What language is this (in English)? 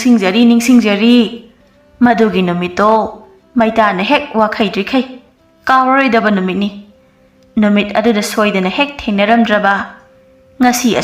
Manipuri